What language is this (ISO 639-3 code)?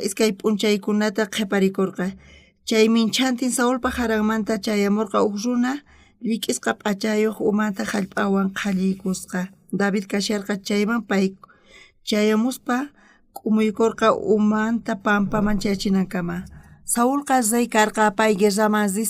quh